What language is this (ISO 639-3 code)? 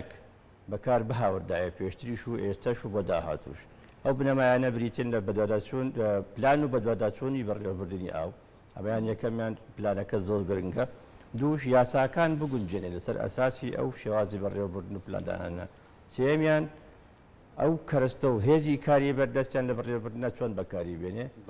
ckb